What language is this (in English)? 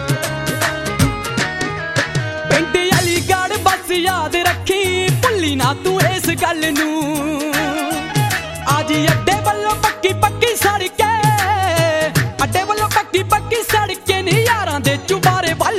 Punjabi